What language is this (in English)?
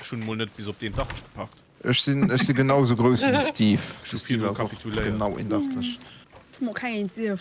Luxembourgish